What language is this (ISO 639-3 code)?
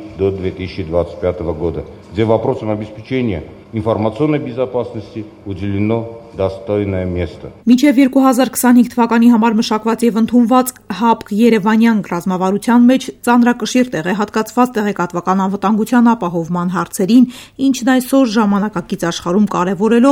hye